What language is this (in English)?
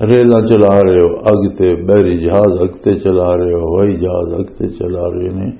Western Panjabi